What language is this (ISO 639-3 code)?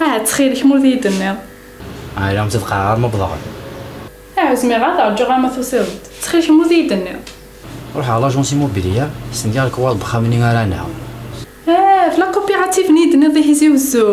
kab